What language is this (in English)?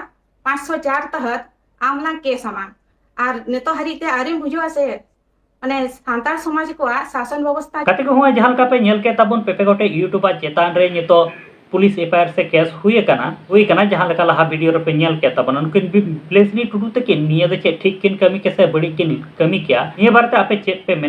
Santali